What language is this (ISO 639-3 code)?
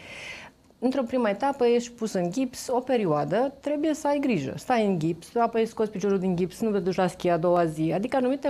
ron